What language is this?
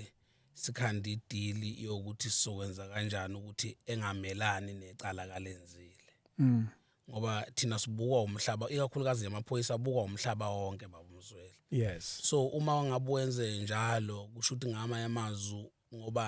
Zulu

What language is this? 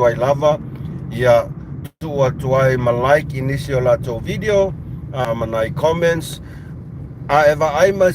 Samoan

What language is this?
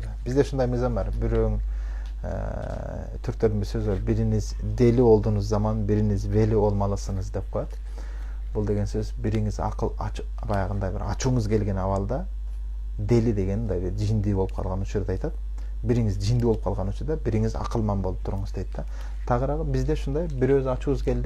Kyrgyz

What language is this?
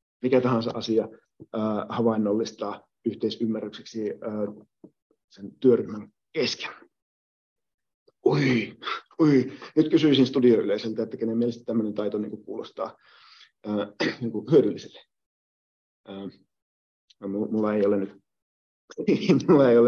Finnish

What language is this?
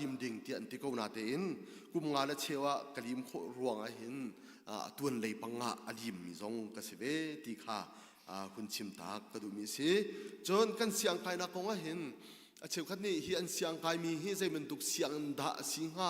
Hakha Chin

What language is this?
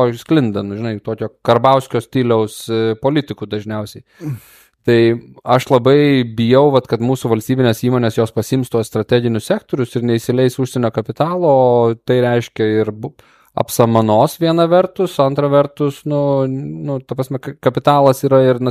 Lithuanian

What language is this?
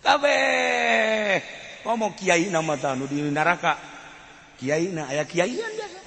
Sundanese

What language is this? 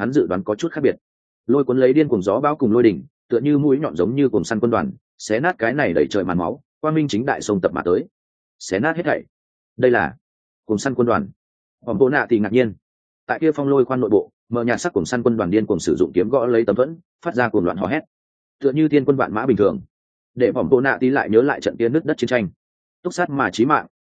Vietnamese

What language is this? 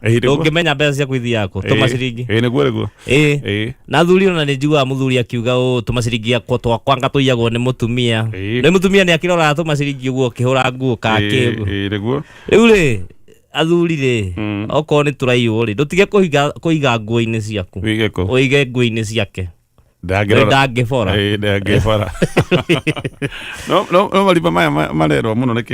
Kikuyu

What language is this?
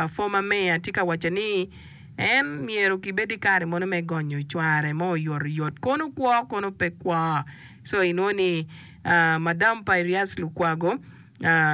Acoli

